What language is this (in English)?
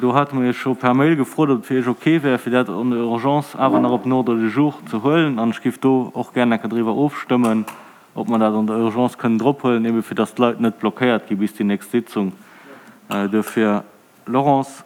Luxembourgish